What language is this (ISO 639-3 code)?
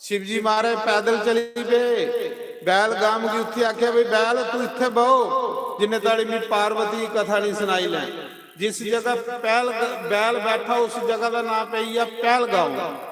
doi